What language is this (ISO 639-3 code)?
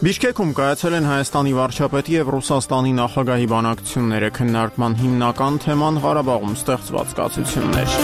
hye